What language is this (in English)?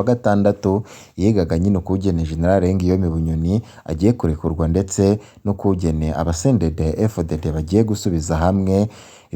Rundi